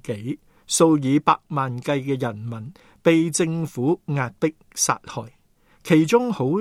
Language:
Cantonese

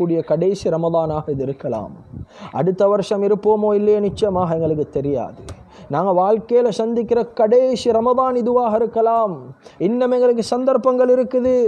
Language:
Tamil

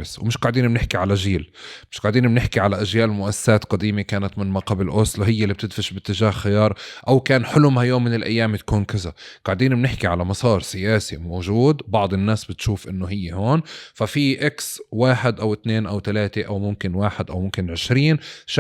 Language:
North Levantine Arabic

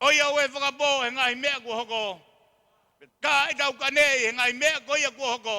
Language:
Tongan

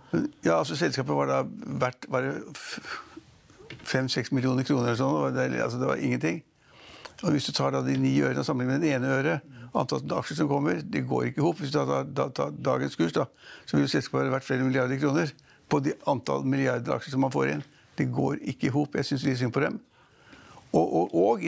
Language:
Norwegian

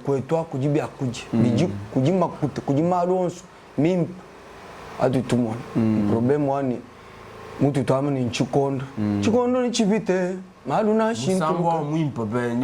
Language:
Luba-Lulua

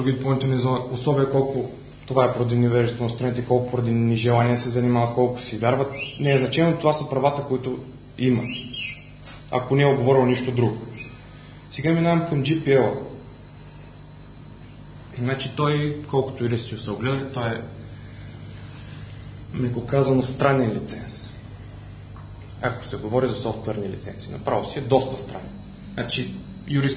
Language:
Bulgarian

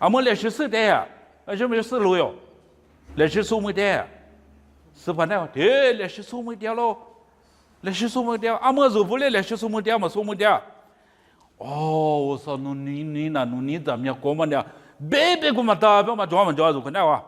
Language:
Lisu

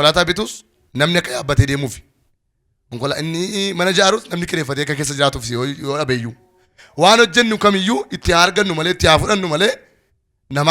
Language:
Oromo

